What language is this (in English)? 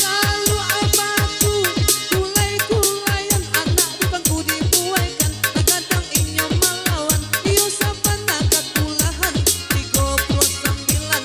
Minangkabau